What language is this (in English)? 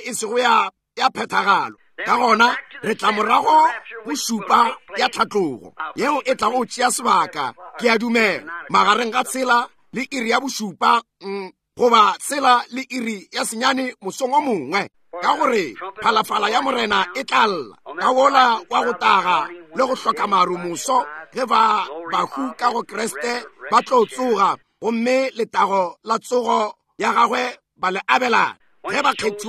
Northern Sotho